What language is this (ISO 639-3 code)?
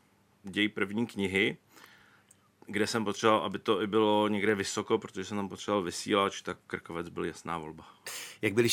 ces